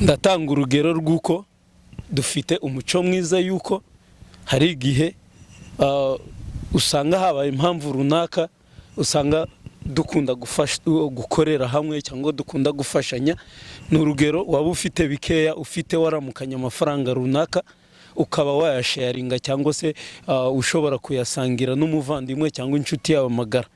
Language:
Kinyarwanda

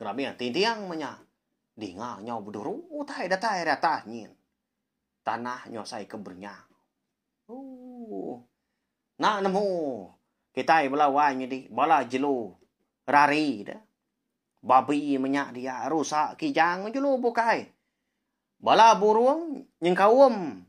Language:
Iban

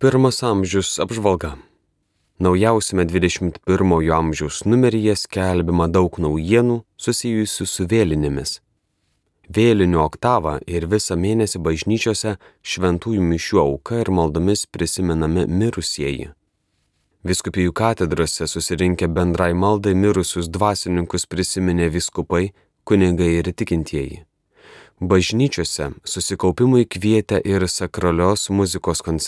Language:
Lithuanian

